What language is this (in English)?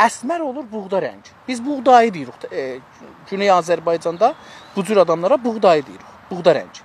South Azerbaijani